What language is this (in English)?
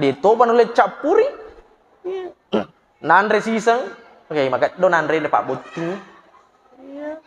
Buginese